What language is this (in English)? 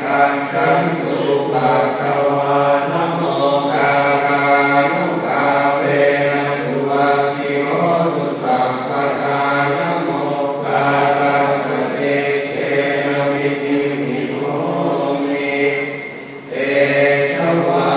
Pali